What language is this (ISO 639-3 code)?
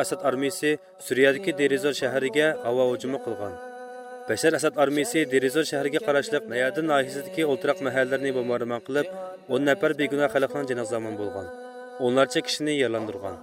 uig